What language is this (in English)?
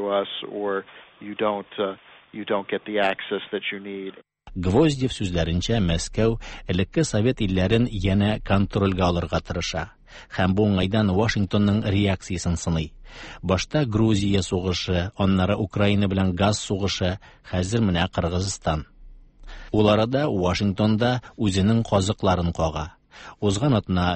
Tatar